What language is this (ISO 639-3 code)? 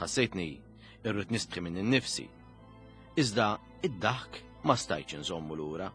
mlt